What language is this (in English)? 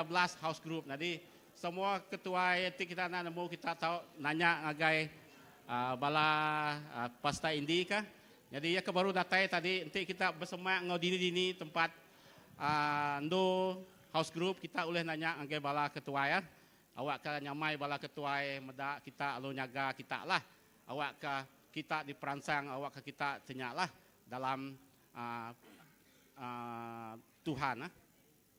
Iban